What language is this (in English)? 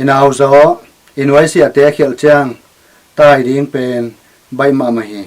Tedim Chin